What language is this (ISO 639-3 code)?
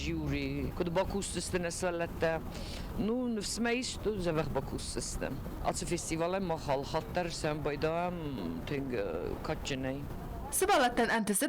oss